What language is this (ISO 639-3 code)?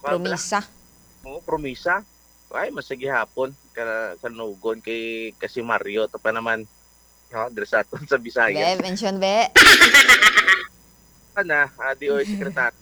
hil